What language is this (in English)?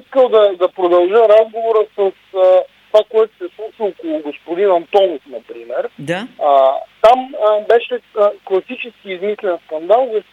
Bulgarian